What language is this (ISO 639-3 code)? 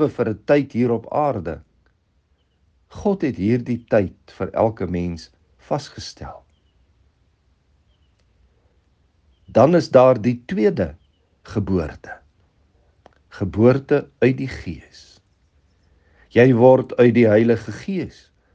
afr